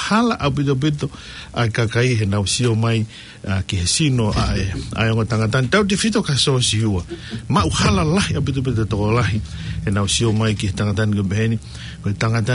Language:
Tongan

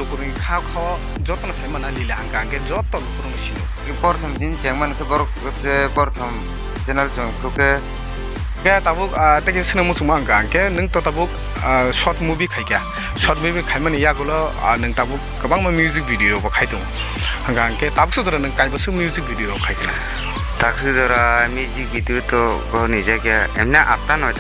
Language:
Kok Borok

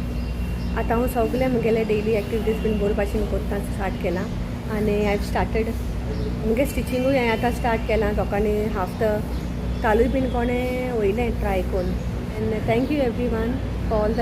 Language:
Konkani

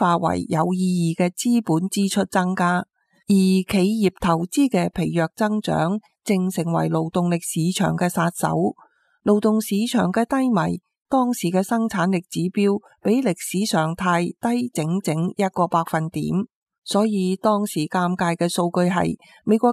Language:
Cantonese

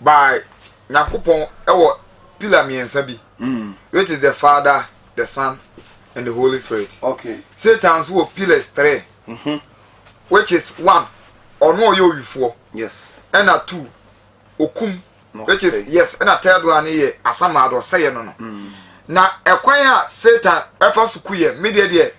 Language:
Akan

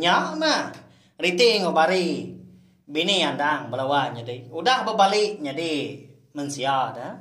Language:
Iban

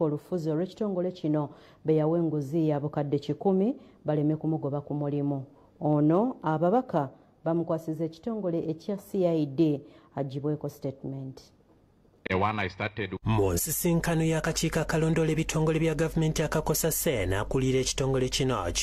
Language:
Ganda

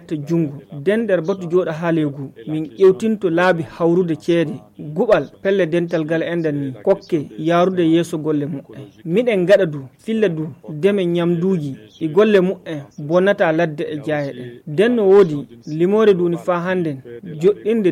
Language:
Nigerian Fulfulde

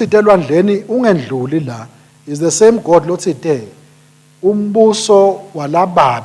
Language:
Swati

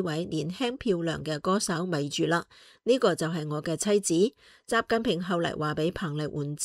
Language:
Cantonese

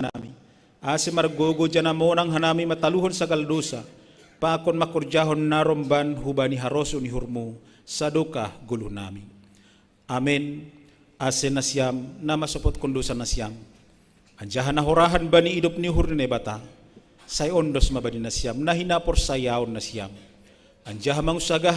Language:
Batak Simalungun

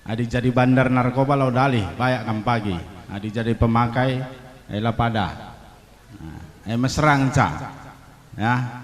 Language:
Batak Karo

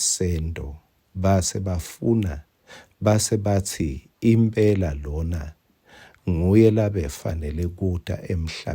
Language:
Swati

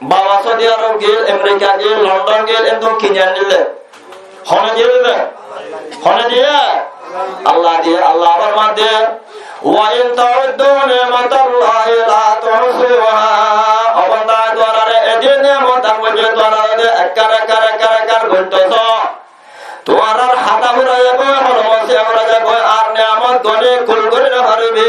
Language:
Rohingya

